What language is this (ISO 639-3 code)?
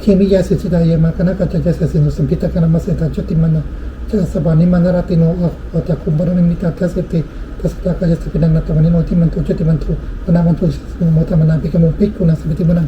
pli